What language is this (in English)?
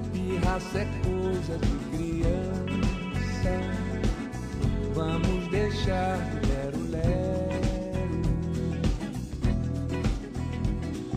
Portuguese